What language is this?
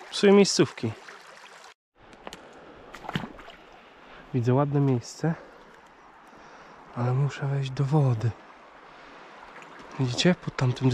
Polish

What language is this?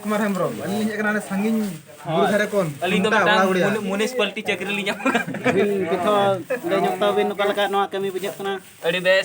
Santali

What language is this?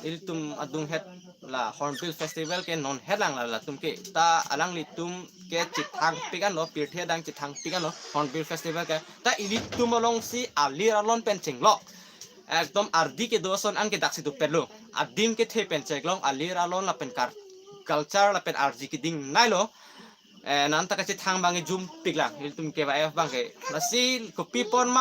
Karbi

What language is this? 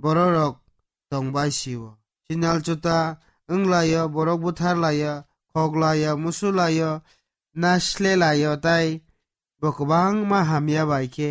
Kok Borok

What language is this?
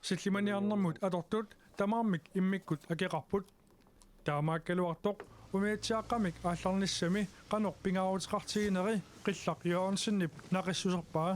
Kalaallisut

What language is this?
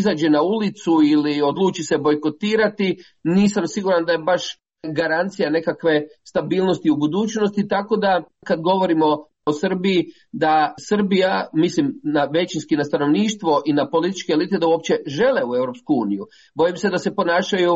Croatian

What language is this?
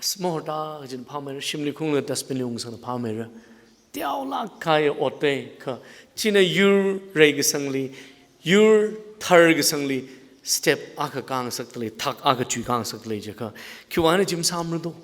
Tangkhul Naga (India)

